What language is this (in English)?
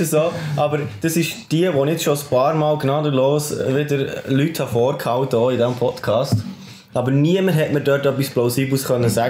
German